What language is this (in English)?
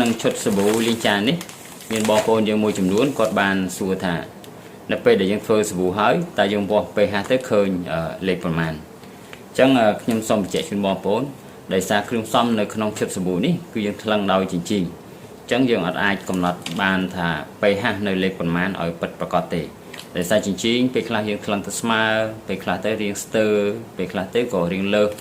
Khmer